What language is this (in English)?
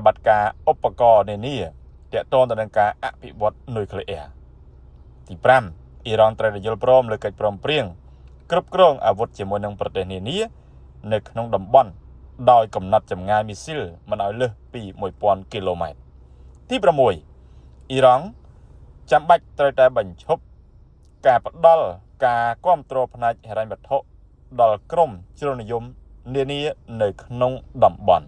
Khmer